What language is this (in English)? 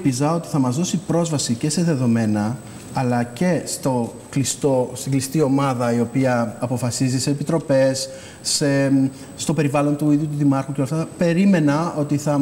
Greek